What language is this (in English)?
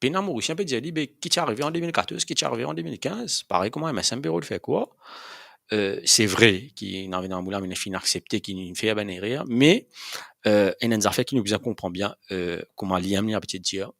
Morisyen